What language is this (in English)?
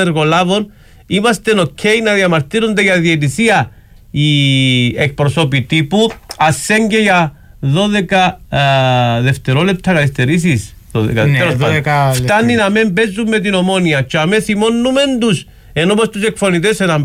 Greek